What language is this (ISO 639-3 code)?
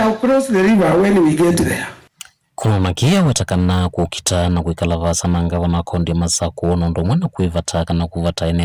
kam